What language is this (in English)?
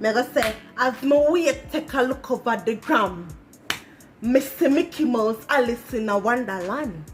Jamaican Creole English